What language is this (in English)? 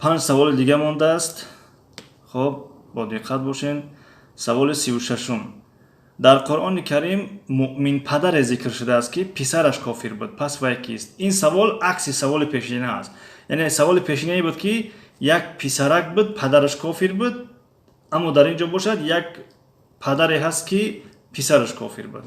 Tajik